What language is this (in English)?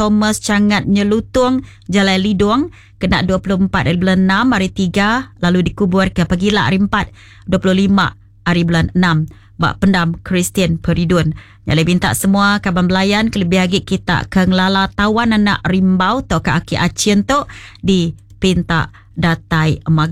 Iban